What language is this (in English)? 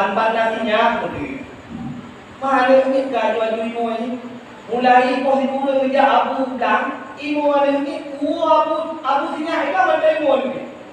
Achinese